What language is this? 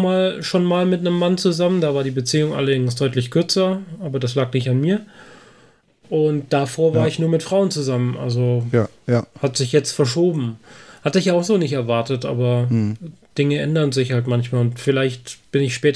German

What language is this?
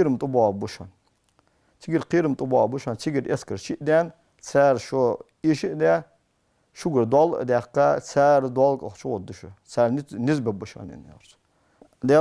Ingush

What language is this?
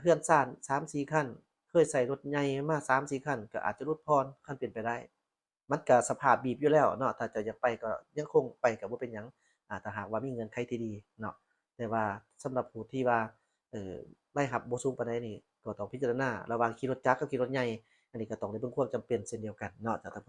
Lao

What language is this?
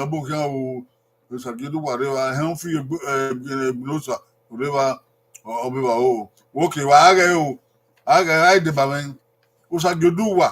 Bini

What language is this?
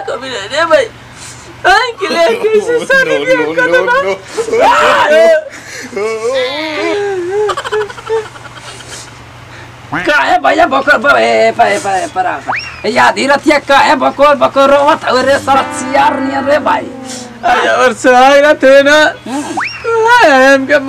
Bhojpuri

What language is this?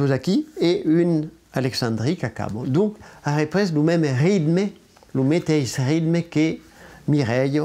Occitan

